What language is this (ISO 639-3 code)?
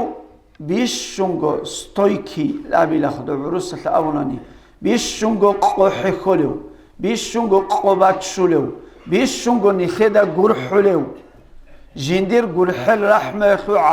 ava